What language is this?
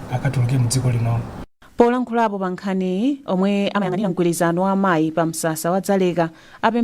Nyanja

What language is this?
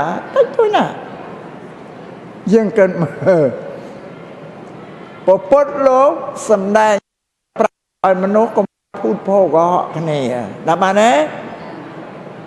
Khmer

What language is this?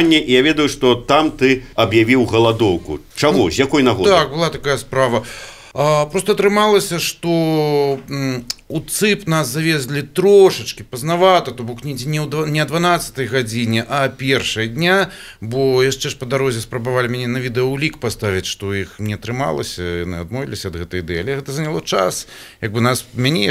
Belarusian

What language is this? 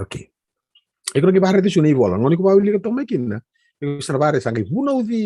Fijian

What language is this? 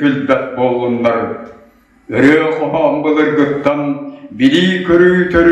Yakut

